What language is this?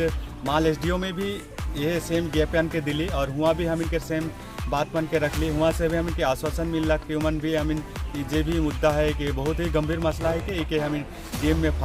Sadri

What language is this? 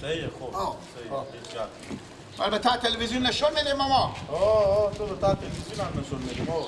Persian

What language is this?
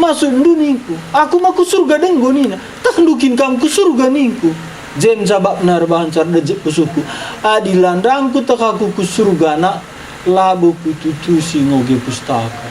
Batak Karo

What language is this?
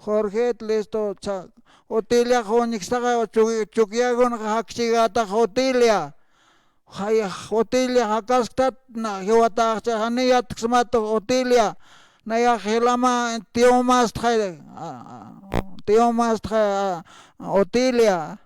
Aymara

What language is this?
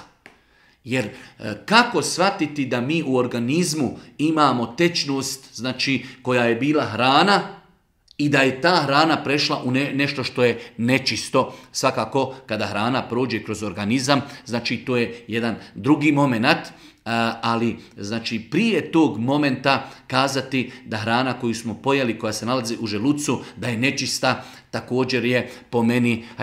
Bosnian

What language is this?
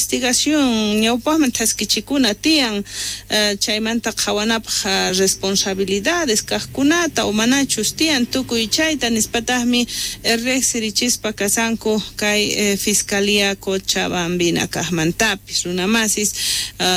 South Bolivian Quechua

